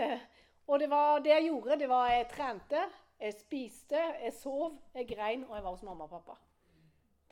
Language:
Norwegian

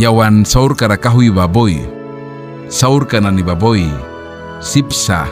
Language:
Mískito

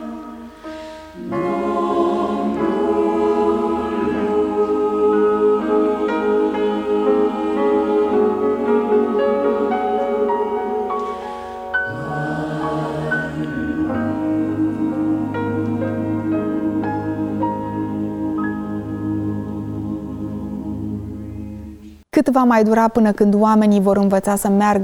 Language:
Romanian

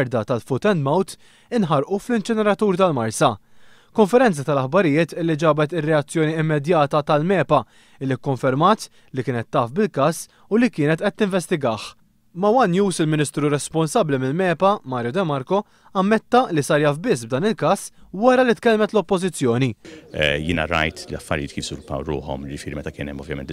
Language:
Maltese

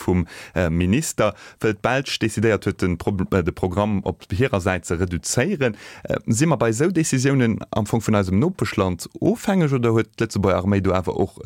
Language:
Luxembourgish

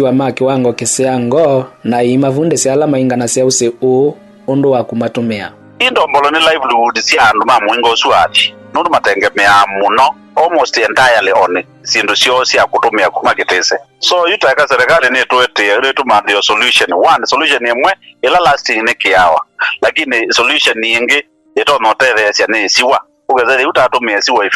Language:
Kamba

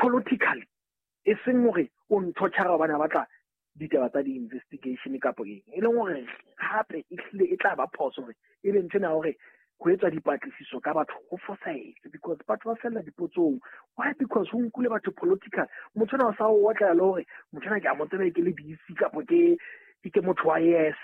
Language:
Southern Sotho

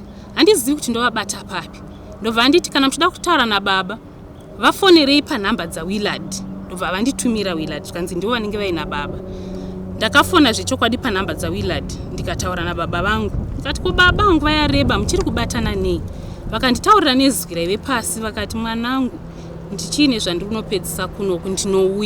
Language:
Shona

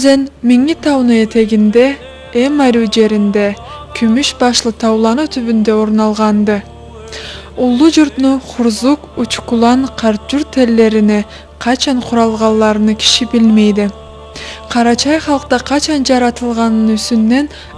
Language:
Karachay-Balkar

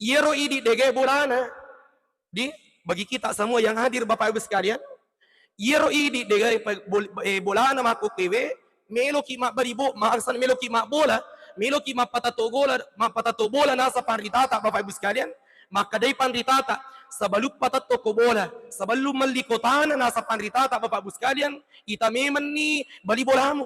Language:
Buginese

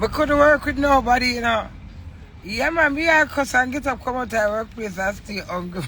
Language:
Jamaican Creole English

